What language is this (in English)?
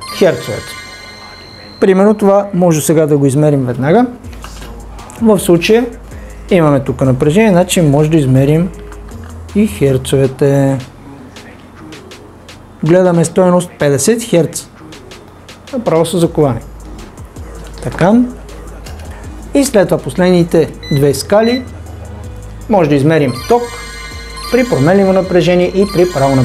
Bulgarian